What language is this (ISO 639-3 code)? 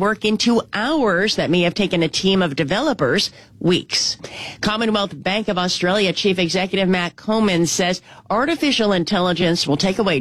eng